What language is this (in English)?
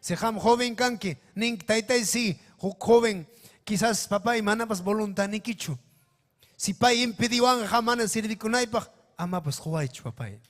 Ayacucho Quechua